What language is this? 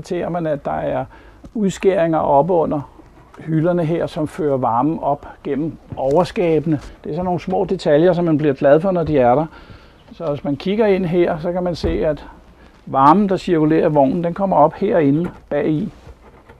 Danish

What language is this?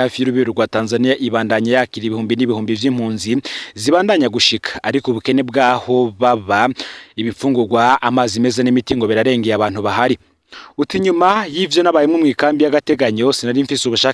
Rundi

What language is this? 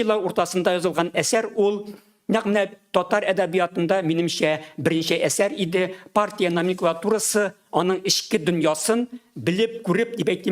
Tatar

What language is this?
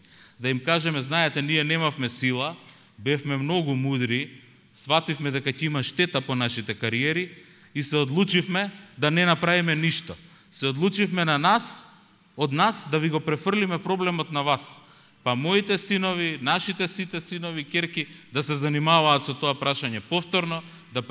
Macedonian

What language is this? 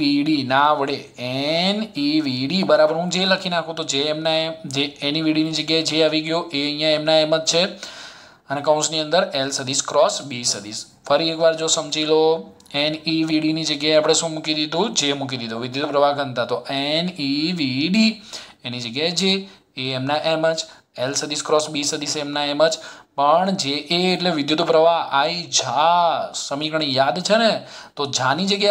Gujarati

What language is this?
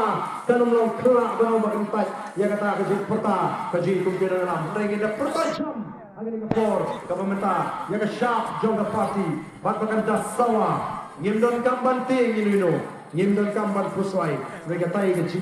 Khasi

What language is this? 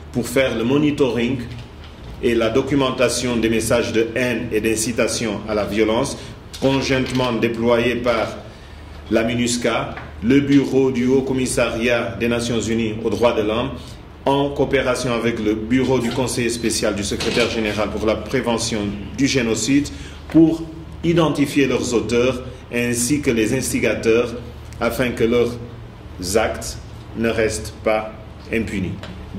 French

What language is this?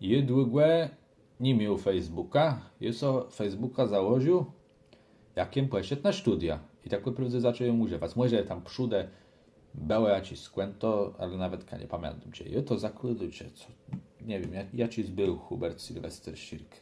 Kashubian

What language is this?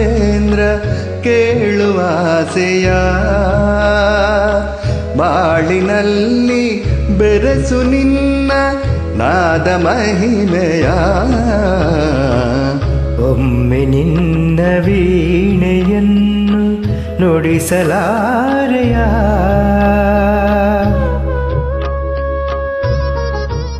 Kannada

